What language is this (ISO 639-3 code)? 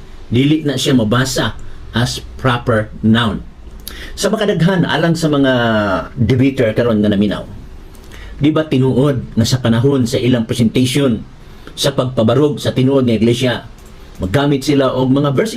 ceb